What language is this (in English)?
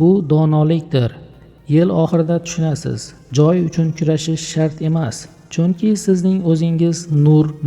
Uzbek